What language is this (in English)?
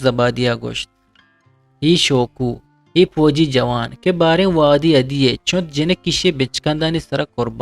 Eastern Balochi